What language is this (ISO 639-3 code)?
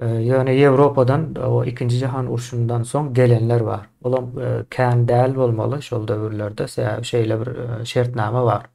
tuk